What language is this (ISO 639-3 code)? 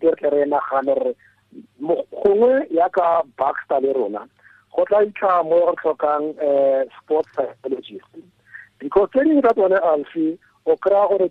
tsn